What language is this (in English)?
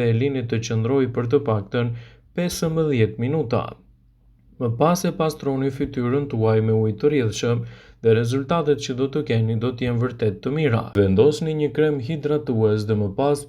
Albanian